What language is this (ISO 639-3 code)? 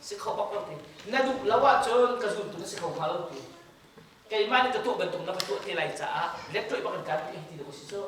cnh